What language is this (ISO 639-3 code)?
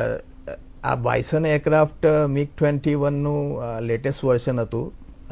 guj